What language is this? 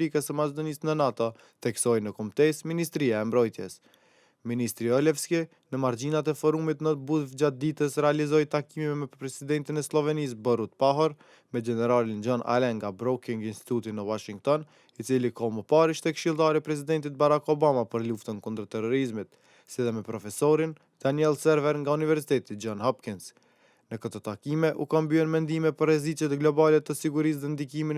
Albanian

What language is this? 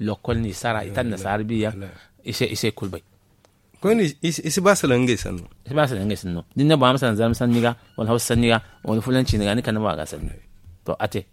Zarma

